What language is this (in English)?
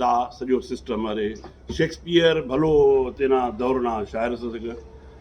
Brahui